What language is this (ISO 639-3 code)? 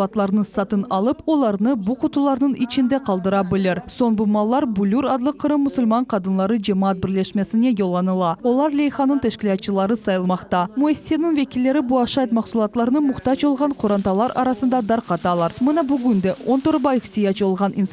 crh